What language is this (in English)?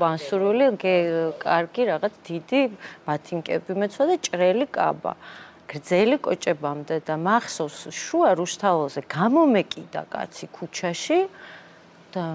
Georgian